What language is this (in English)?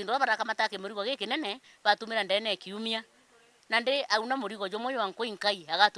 Meru